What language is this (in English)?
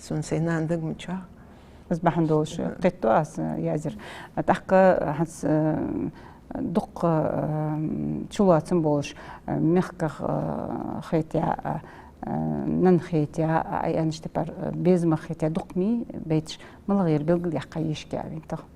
Ingush